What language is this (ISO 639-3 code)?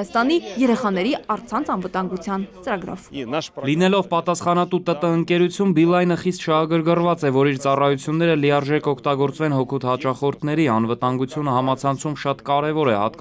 hye